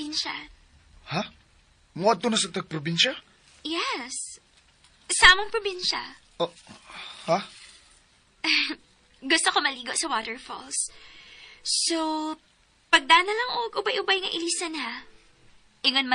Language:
Cebuano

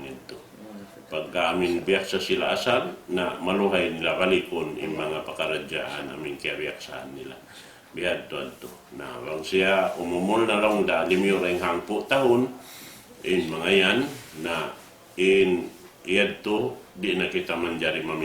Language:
Tausug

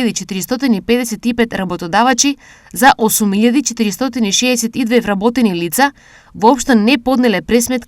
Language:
Macedonian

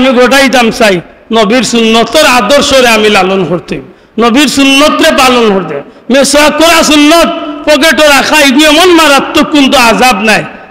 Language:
Sylheti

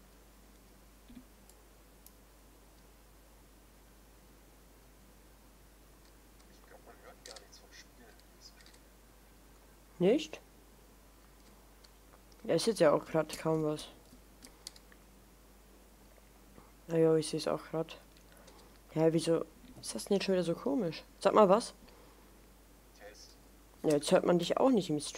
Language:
German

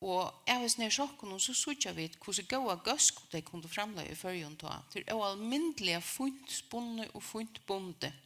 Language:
Faroese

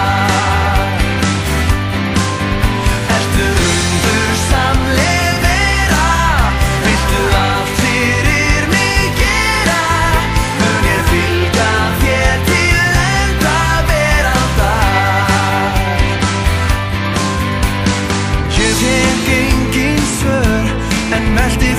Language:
Icelandic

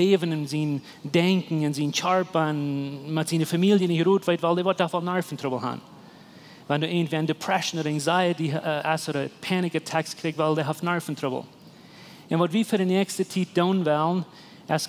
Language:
Plautdietsch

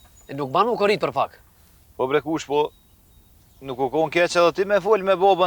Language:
Albanian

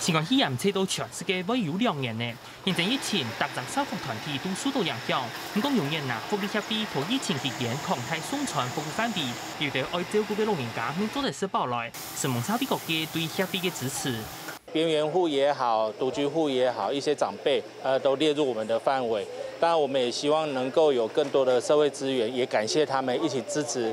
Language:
Hakka Chinese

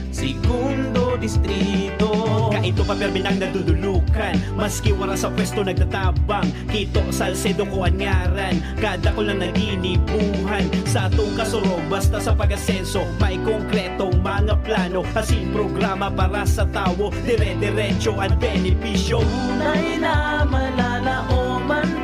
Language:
Bikol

